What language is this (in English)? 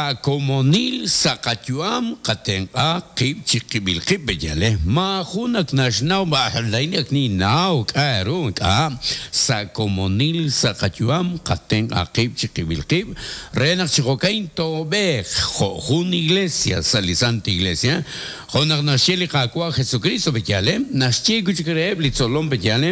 Kekchí